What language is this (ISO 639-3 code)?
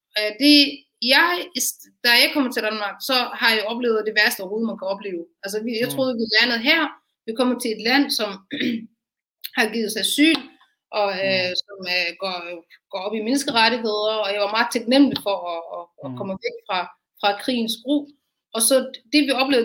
dan